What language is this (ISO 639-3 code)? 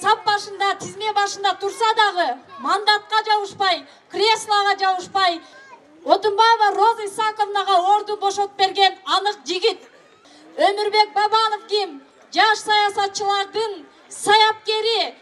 kir